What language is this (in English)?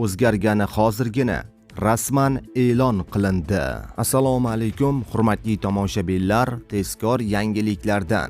Uzbek